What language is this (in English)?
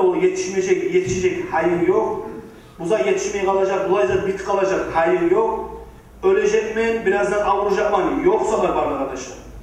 Kumyk